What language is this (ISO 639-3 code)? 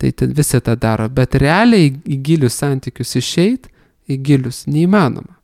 lit